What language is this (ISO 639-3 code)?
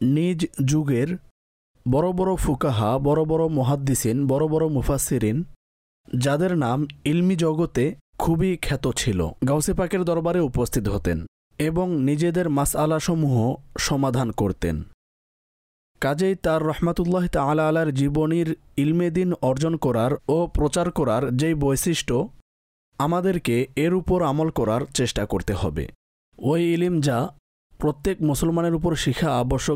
ben